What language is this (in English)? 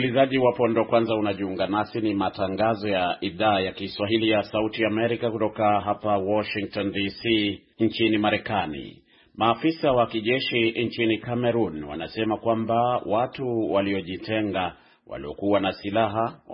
Swahili